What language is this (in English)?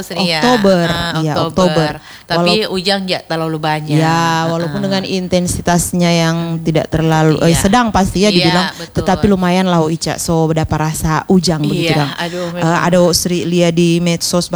Indonesian